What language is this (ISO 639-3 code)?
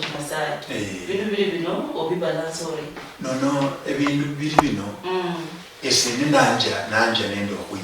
luy